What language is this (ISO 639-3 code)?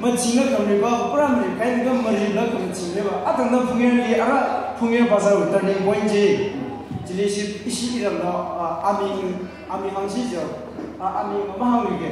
nmf